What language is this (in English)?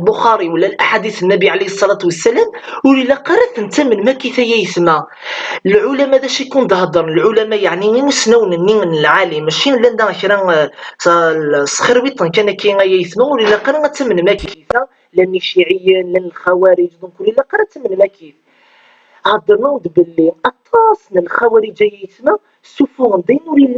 Kabyle